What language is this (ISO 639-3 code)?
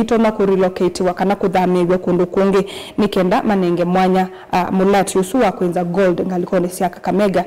kam